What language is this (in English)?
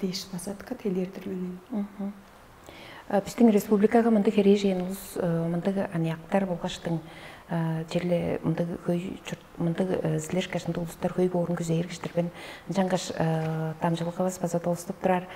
Tuvinian